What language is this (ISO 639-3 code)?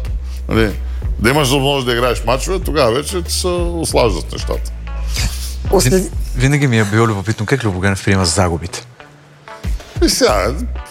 bul